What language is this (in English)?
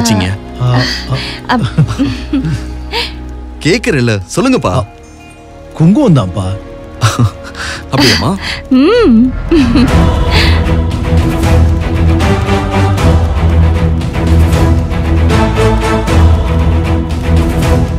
Tamil